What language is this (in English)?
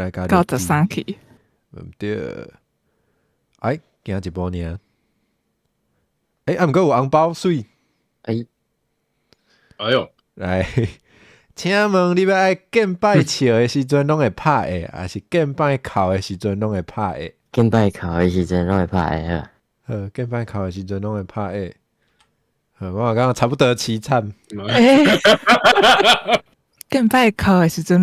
Min Nan Chinese